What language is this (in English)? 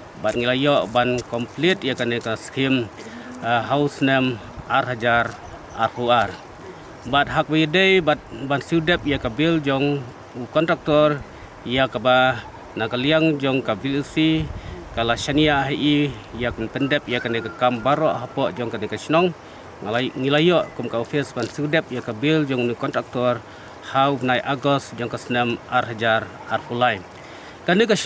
Khasi